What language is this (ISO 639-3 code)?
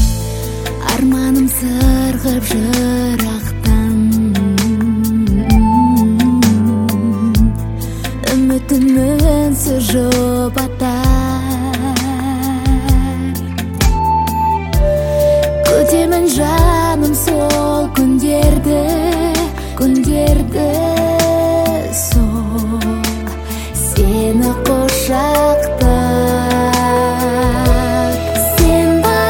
kaz